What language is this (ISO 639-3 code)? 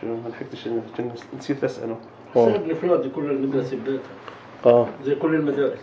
apc